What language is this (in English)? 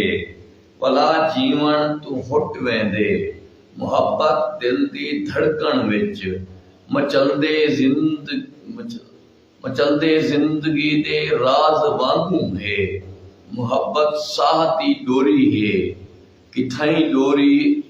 Saraiki